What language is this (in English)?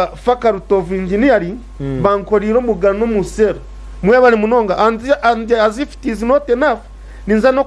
Nyankole